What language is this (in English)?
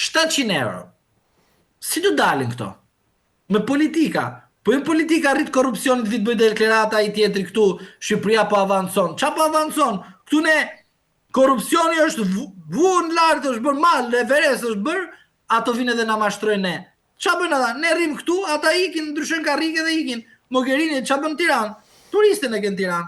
Albanian